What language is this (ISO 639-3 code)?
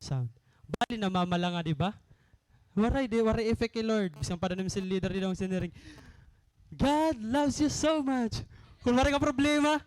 war